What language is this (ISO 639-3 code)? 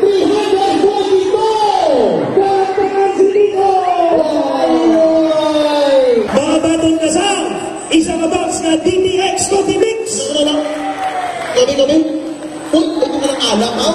hil